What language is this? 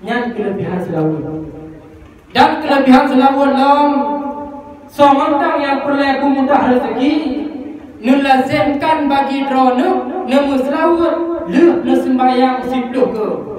Achinese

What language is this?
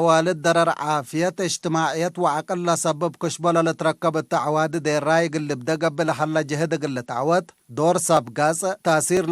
Tigre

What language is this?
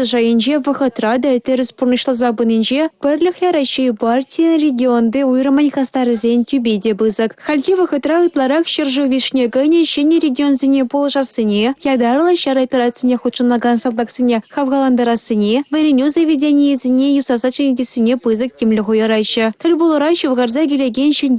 Chuvash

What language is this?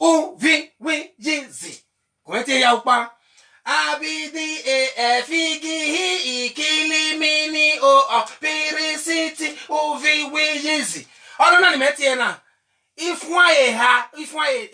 Bini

